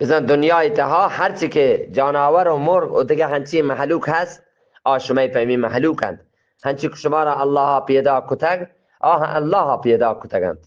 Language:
Eastern Balochi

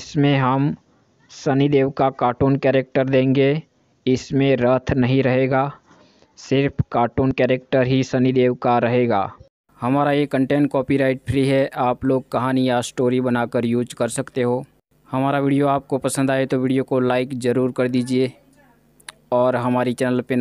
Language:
Hindi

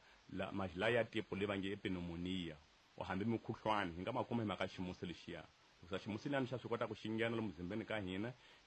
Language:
Tsonga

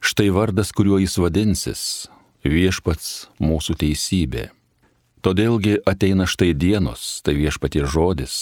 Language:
Lithuanian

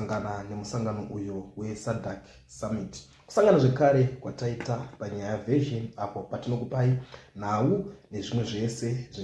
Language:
Shona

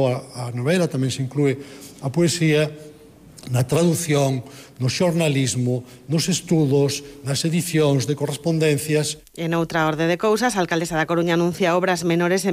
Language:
Galician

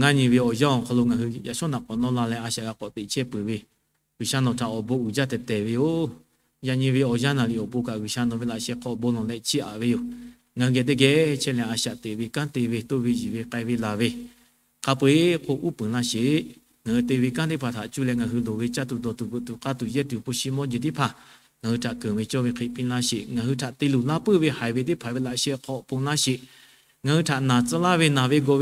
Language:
Lahu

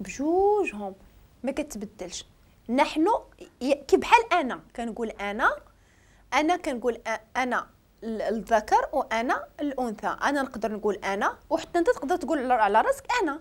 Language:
Moroccan Arabic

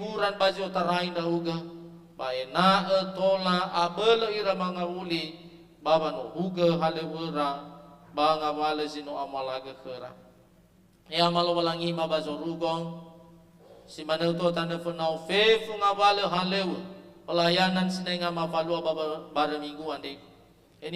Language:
Nias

